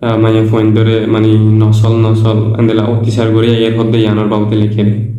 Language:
Rohingya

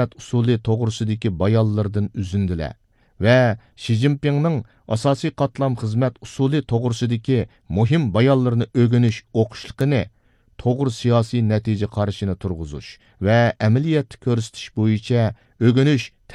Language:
Uyghur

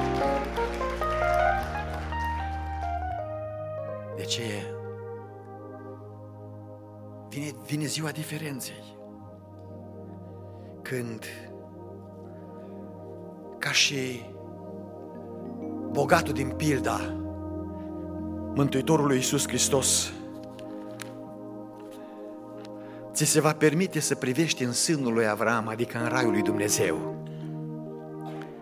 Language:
Romanian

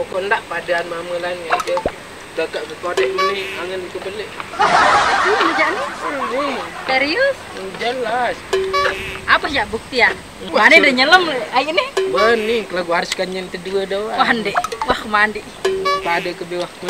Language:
Sasak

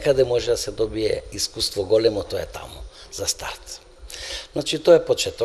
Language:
Macedonian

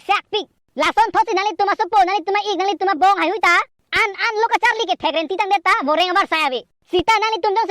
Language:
Karbi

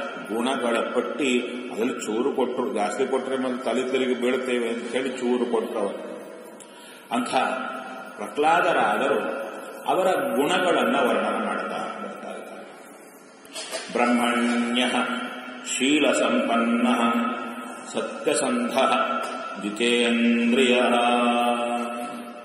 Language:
Kannada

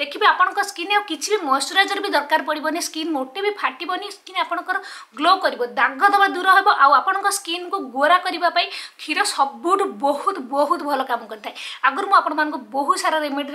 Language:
Odia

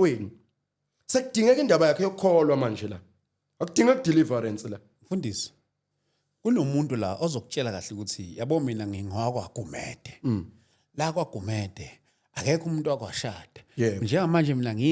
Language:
Zulu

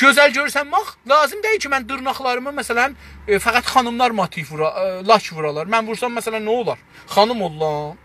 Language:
South Azerbaijani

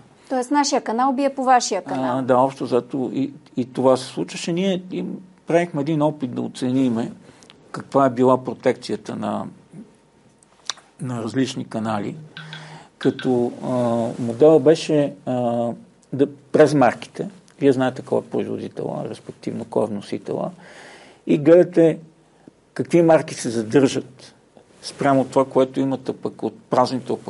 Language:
Bulgarian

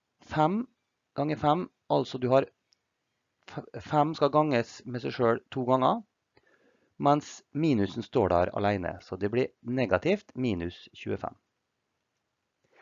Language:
Norwegian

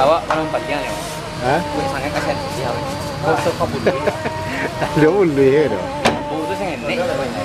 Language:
Minangkabau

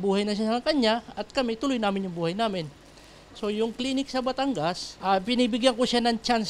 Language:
Filipino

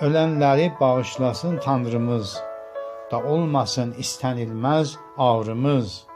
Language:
South Azerbaijani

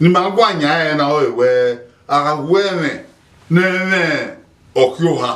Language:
Bini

